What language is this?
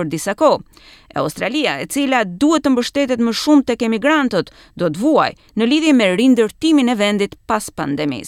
Albanian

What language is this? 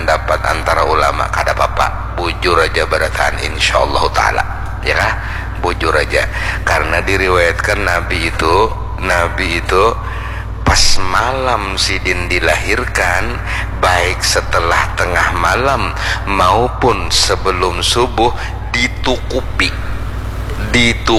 Banjar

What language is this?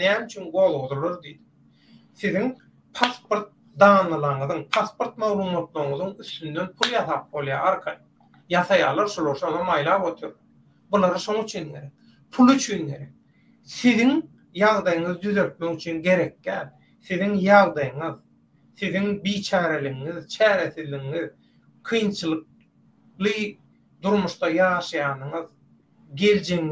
Turkmen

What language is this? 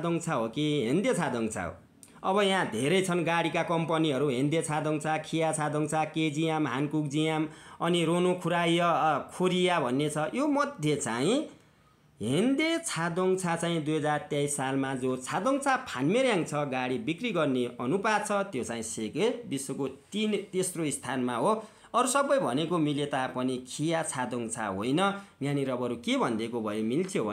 Nepali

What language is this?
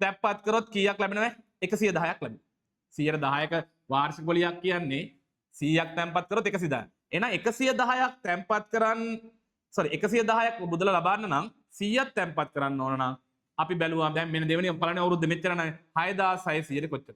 Sinhala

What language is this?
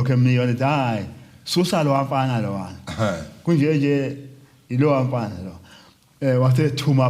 Zulu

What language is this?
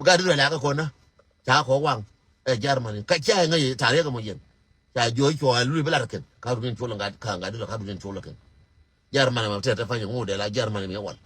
Nuer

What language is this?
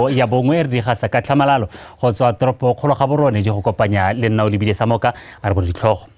Tswana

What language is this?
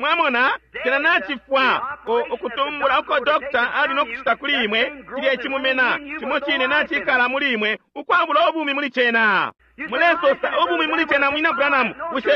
Bemba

